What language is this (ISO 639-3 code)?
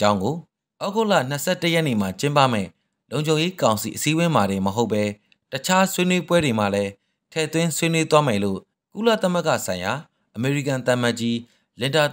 mya